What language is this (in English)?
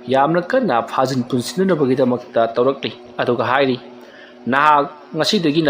Manipuri